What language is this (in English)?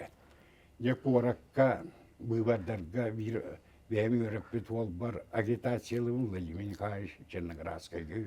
Yakut